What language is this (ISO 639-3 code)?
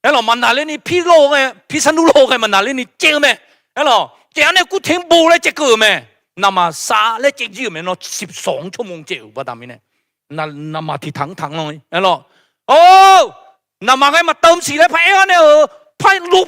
ahk